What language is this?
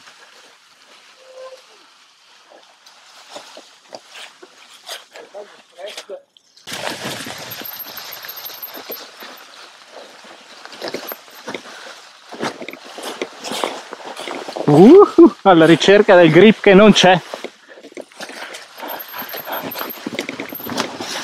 Italian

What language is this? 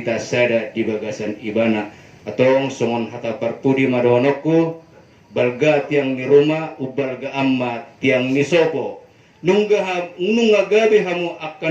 Batak Toba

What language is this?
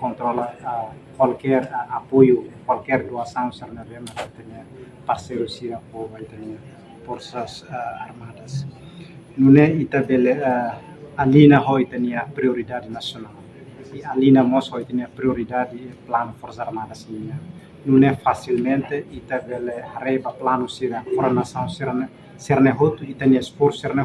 Tetum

